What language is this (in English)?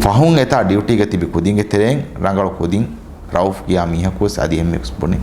Divehi